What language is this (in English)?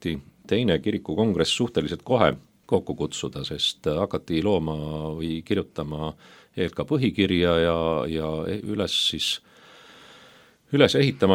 Estonian